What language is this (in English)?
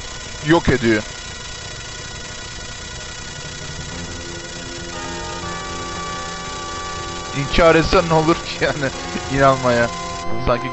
Turkish